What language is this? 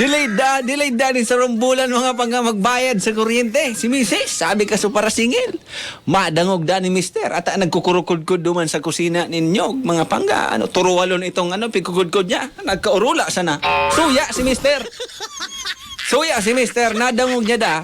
Bikol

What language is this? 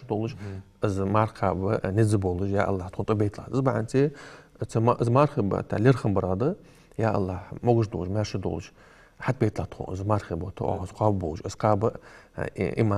Ingush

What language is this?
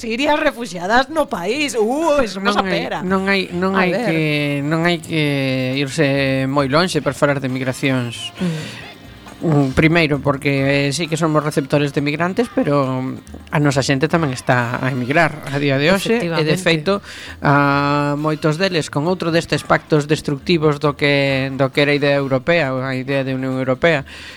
Galician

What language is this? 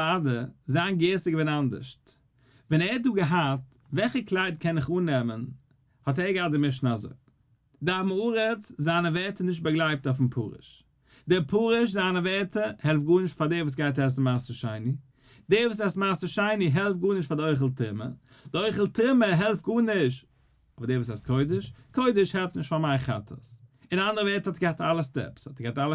Yiddish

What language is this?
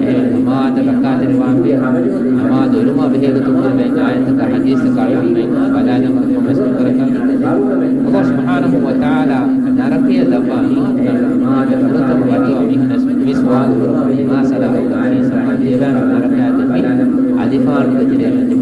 Divehi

